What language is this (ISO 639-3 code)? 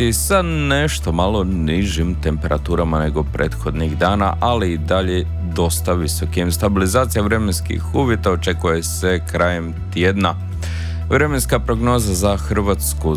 hrv